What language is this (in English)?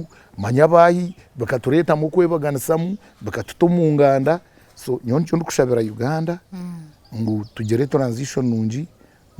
Nyankole